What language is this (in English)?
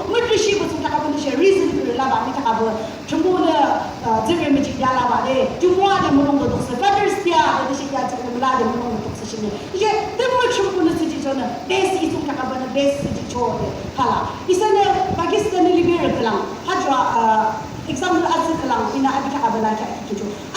Yimchungru Naga